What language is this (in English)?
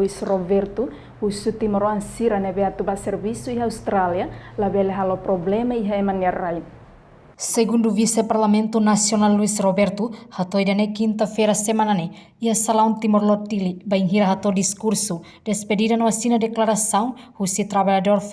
Tetum